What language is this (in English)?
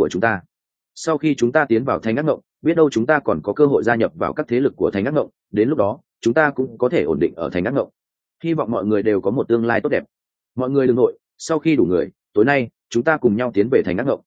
Vietnamese